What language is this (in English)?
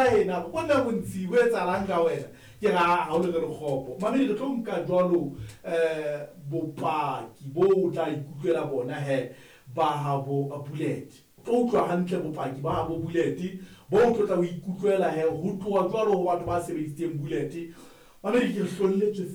Southern Sotho